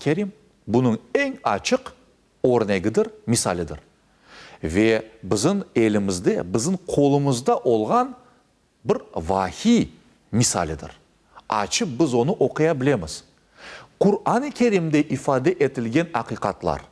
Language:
Crimean Tatar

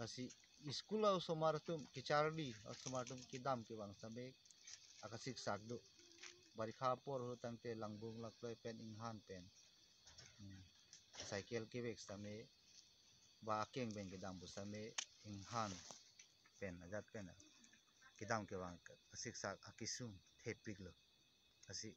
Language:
Karbi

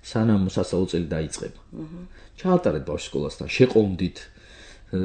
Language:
Georgian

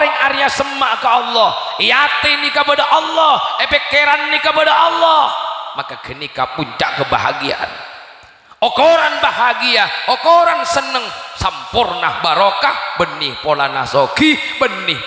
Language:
Madurese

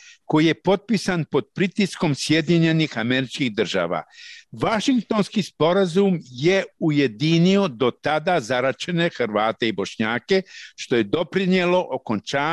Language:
Bosnian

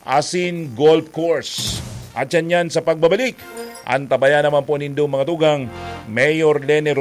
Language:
Bikol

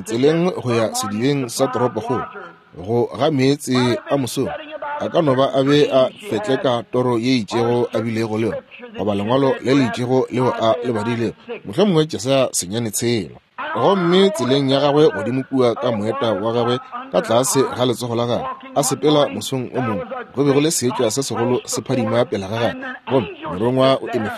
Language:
Northern Sotho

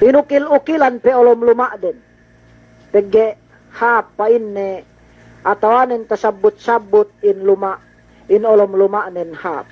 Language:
Yakan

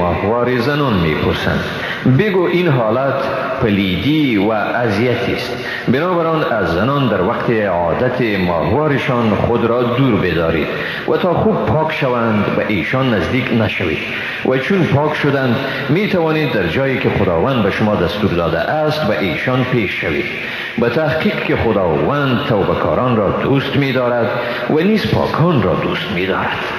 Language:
Persian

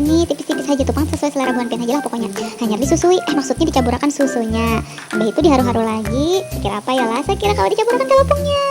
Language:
Banjar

